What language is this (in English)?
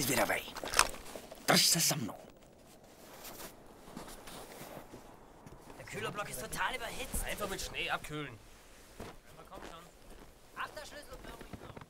Czech